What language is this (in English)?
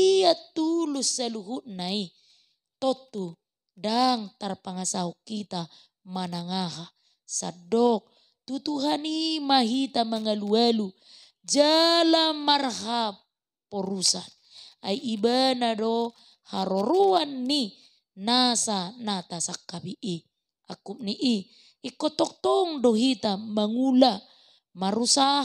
Batak Toba